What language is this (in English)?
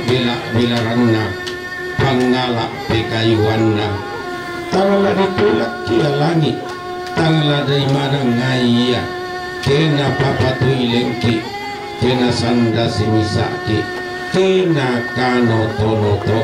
Toraja-Sa'dan